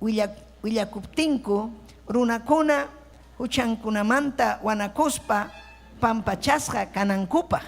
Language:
Ayacucho Quechua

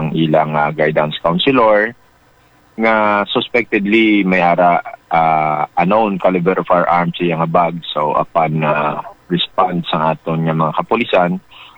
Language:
Hiligaynon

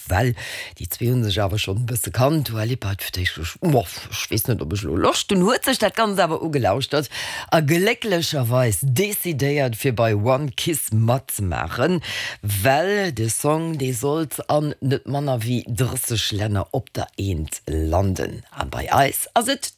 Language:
Luxembourgish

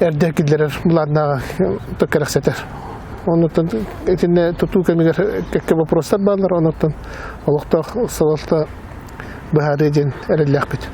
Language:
Yakut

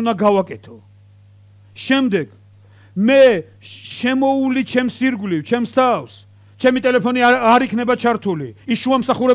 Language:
Georgian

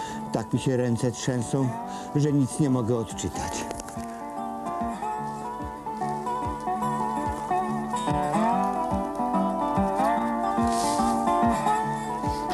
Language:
Polish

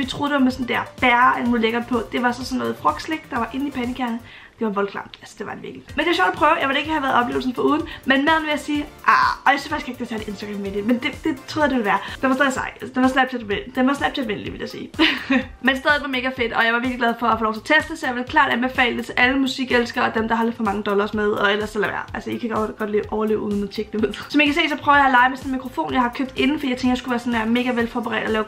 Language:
Danish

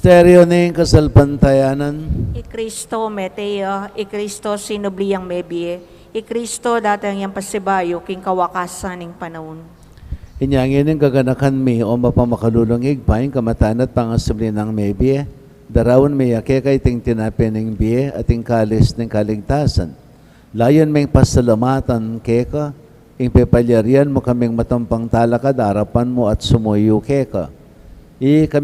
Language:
Pampanga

